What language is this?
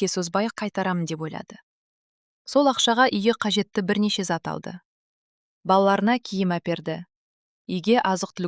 Kazakh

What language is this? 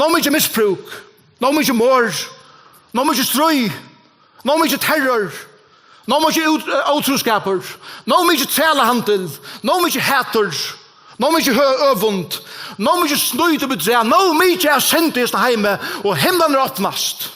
Faroese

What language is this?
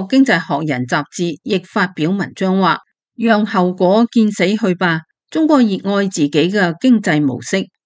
Cantonese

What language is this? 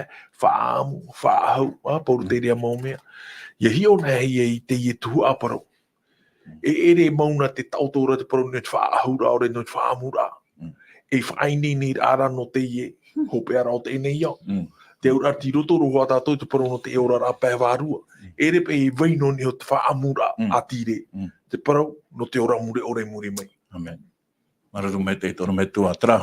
Tahitian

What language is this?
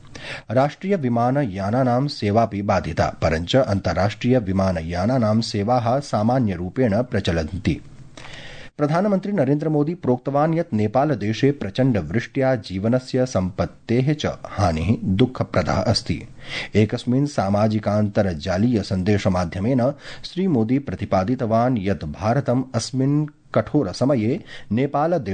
Sanskrit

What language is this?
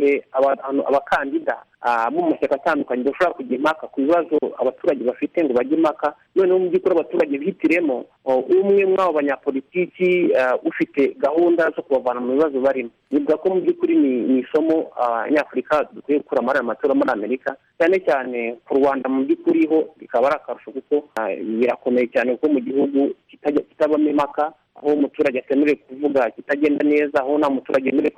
Kinyarwanda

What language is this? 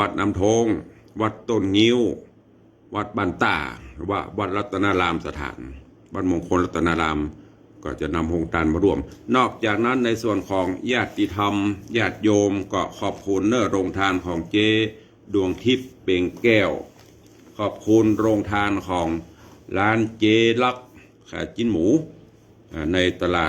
Northern Thai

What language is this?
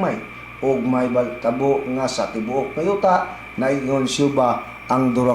Cebuano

